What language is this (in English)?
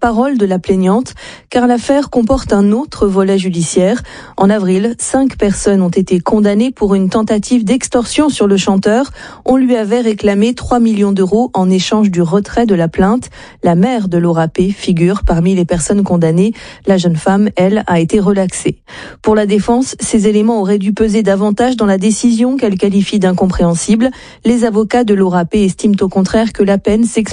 French